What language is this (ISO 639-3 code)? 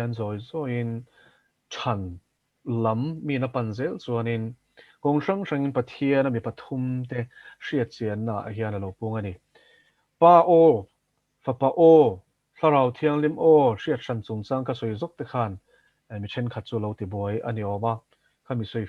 lus